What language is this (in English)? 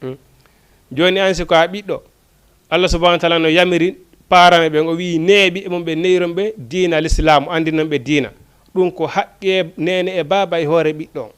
Fula